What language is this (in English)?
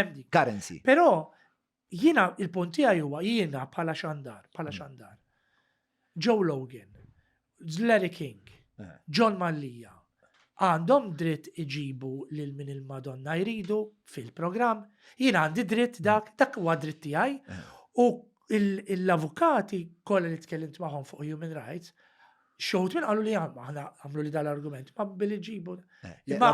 Maltese